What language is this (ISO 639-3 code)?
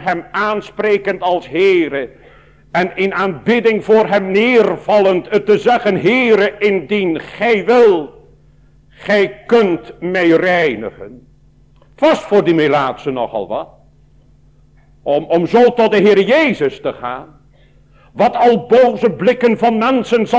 nld